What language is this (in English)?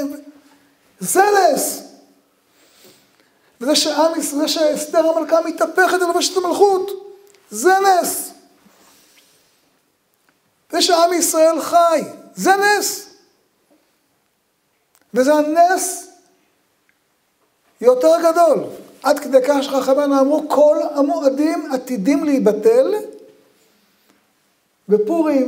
Hebrew